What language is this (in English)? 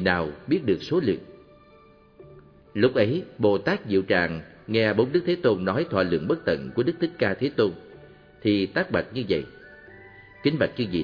Vietnamese